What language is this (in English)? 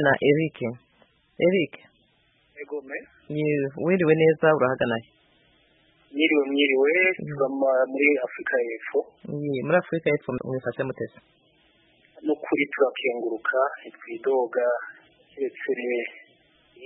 Kinyarwanda